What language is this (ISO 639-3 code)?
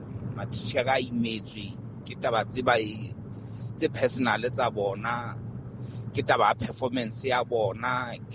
sot